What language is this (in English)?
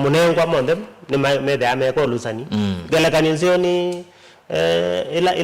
Kamba